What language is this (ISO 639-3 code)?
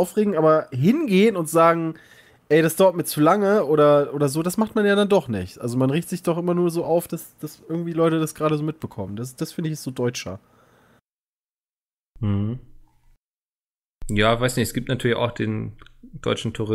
deu